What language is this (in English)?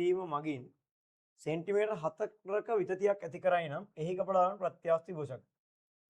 Sinhala